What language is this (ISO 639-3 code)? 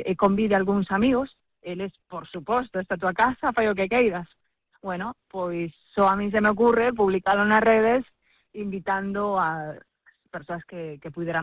glg